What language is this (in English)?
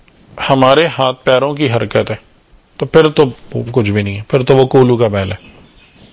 Urdu